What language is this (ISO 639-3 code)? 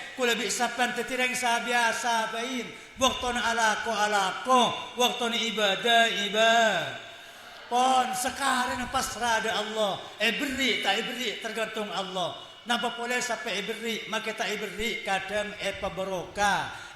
mad